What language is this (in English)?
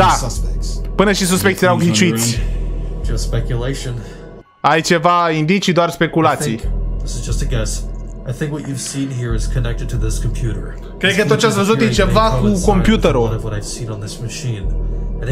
Romanian